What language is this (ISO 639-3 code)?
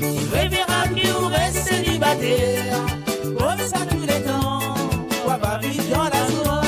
mfe